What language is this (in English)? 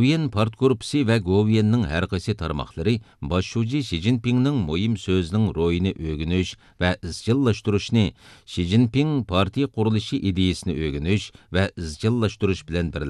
Uyghur